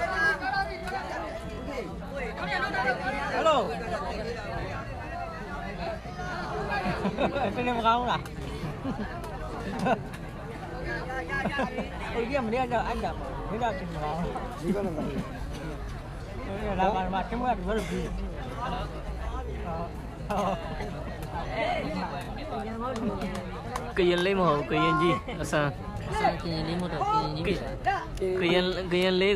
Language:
Burmese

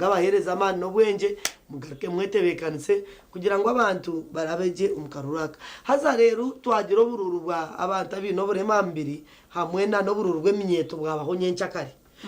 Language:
Nyankole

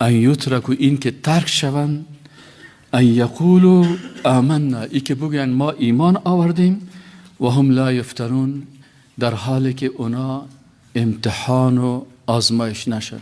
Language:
Persian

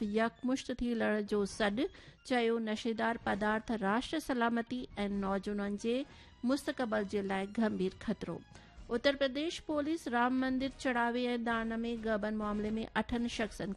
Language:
Sindhi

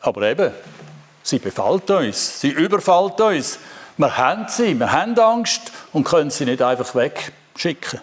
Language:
Swiss German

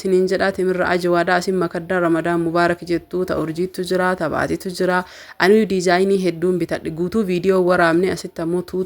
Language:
Oromo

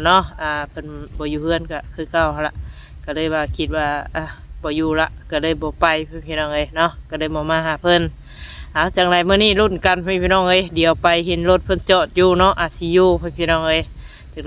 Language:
Northeastern Thai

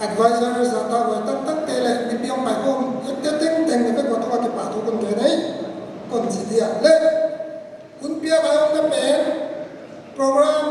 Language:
Paite Chin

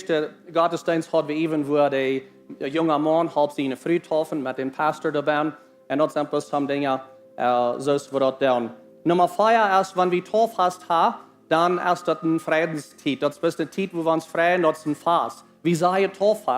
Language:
Plautdietsch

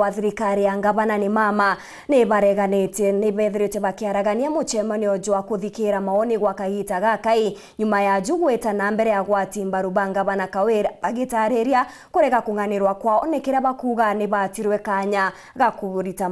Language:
Meru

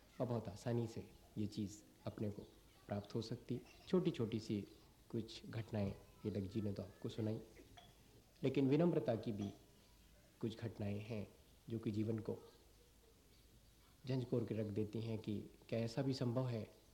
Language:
Hindi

